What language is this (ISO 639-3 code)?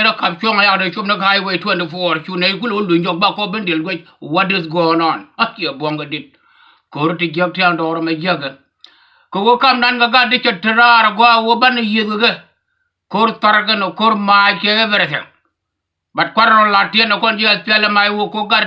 nus